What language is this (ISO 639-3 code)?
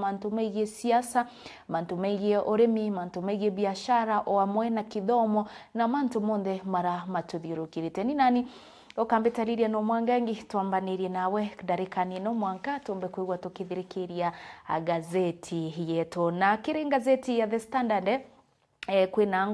mer